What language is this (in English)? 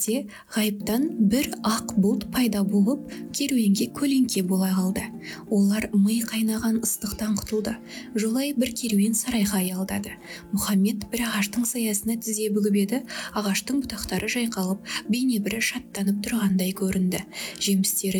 Kazakh